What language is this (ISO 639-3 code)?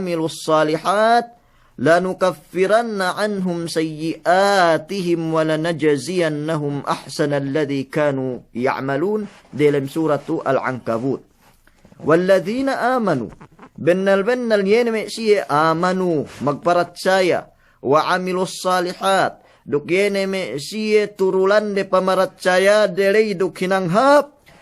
yka